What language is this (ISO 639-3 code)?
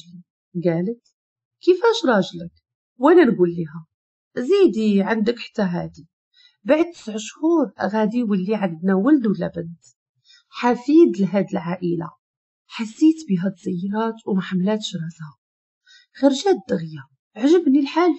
ary